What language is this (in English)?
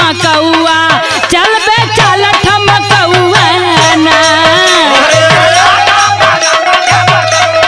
Bhojpuri